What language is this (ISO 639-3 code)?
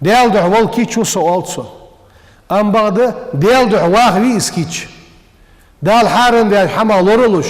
inh